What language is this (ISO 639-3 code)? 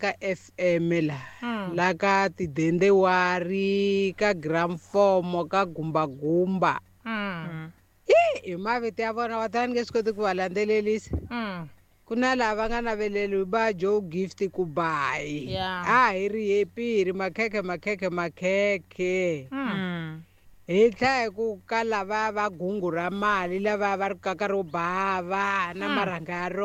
tso